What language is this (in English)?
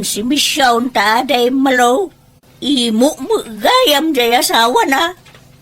Iloko